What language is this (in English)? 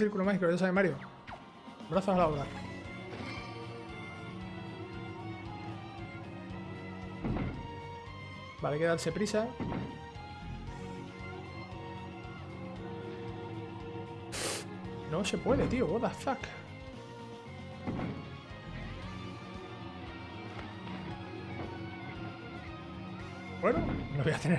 Spanish